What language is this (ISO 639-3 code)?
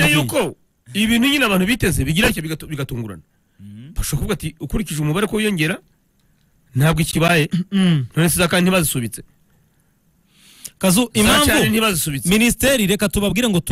kin